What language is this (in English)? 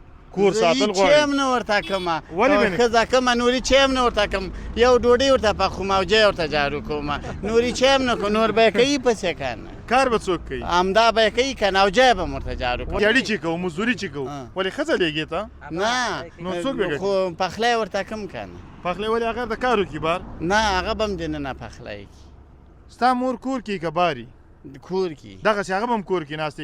Pashto